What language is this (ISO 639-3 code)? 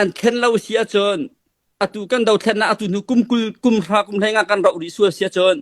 cnh